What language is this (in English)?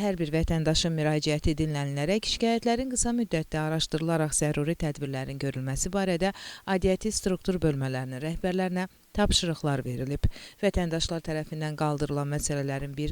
Azerbaijani